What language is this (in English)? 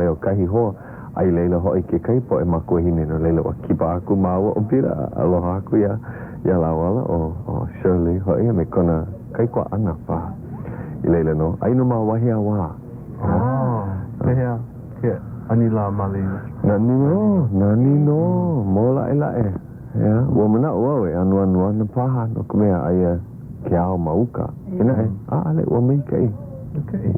Hawaiian